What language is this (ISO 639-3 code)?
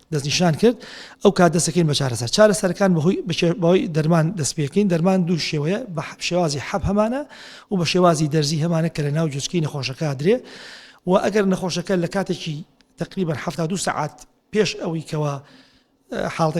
ckb